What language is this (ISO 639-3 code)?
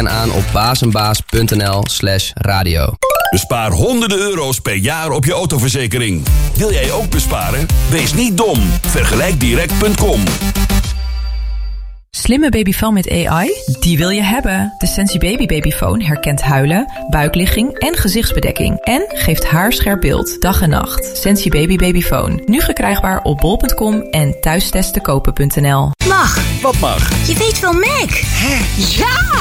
nld